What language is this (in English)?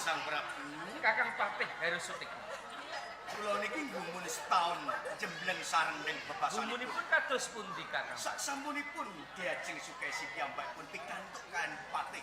Javanese